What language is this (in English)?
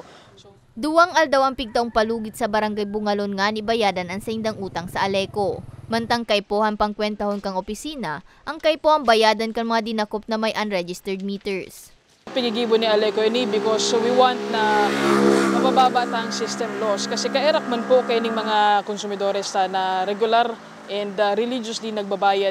Bikol